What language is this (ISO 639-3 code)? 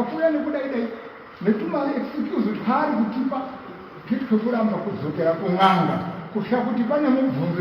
sna